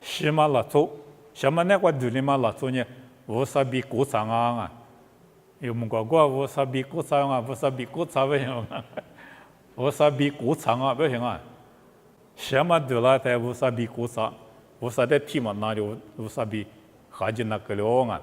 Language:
Lisu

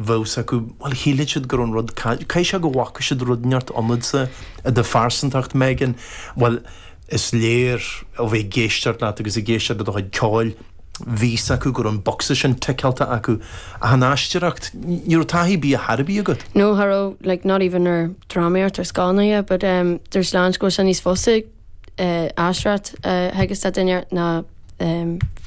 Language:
Irish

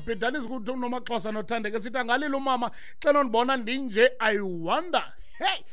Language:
Xhosa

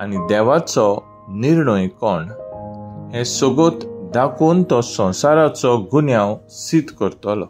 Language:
Konkani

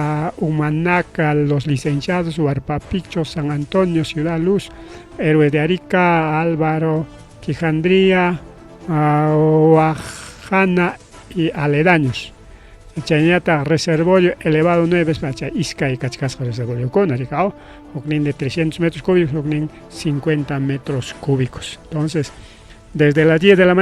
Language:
Ayacucho Quechua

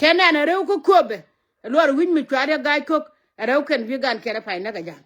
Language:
Nuer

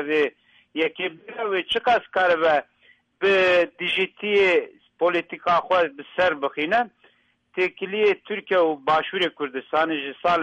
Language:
Kurdish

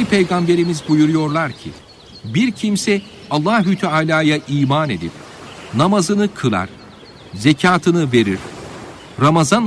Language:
Turkish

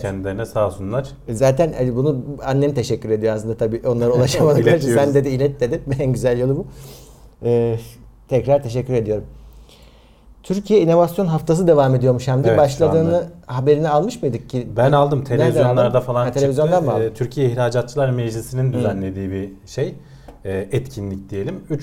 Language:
Turkish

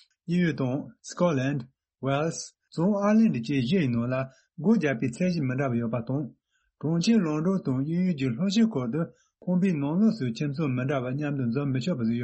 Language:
Tibetan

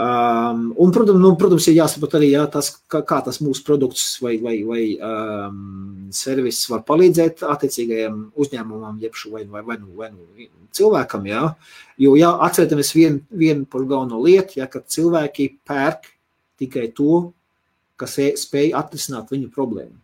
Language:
Latvian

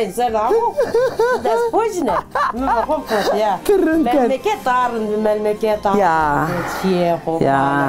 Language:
Zaza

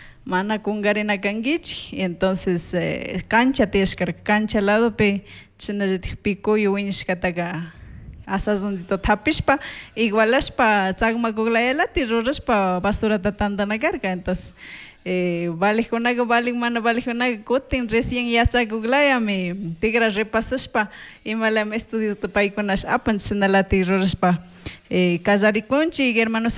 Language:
Chimborazo Highland Quichua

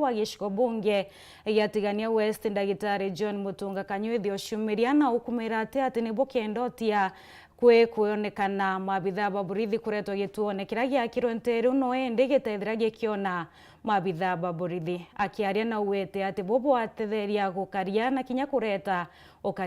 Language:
Meru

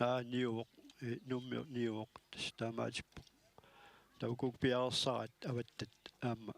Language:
Kalaallisut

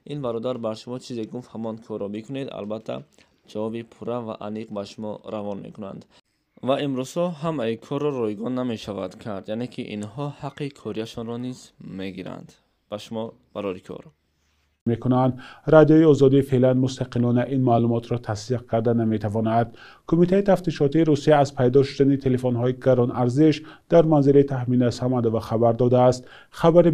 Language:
Tajik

